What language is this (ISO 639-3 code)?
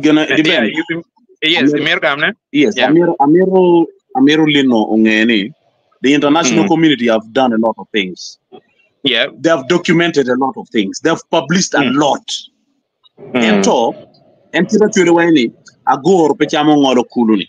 ach